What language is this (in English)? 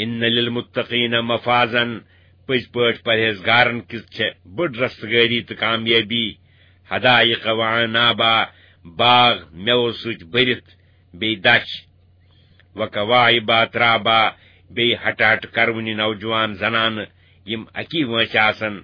Kashmiri